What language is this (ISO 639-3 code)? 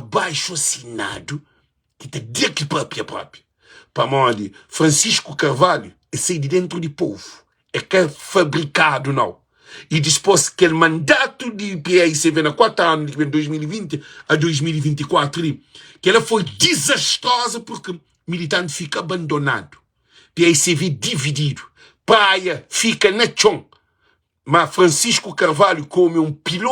kea